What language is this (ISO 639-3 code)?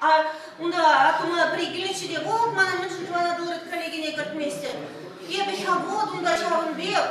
chv